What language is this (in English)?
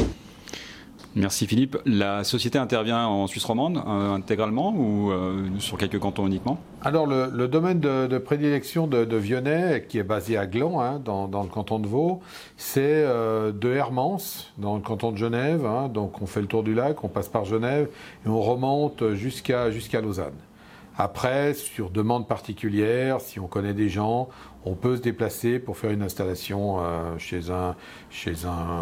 French